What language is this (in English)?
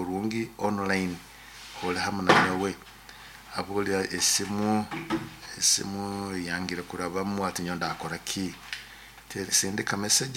Nyoro